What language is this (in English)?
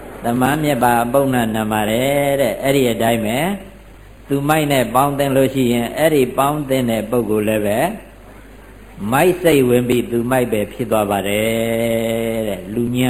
Burmese